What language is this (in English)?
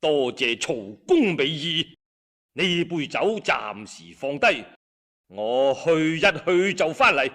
Cantonese